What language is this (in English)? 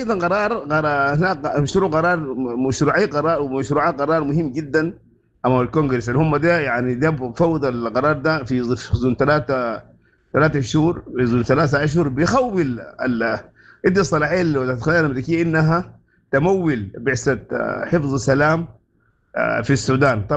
Sudanese Arabic